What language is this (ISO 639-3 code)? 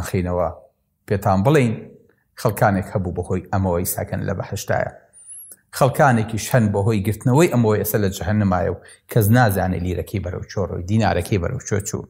ckb